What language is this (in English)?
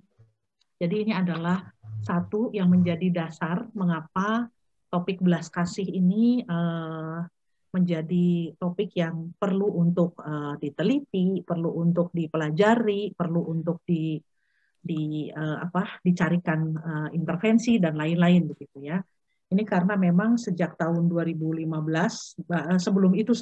Indonesian